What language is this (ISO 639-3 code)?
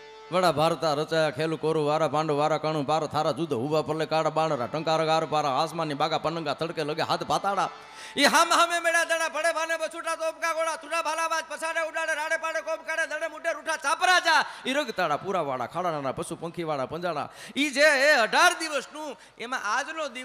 guj